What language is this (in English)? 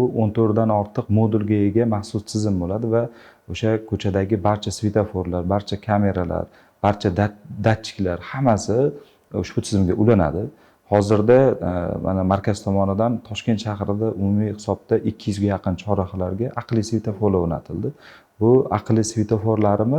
Uzbek